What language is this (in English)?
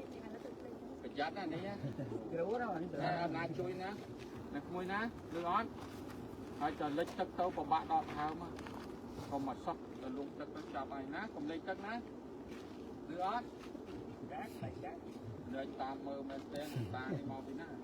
Khmer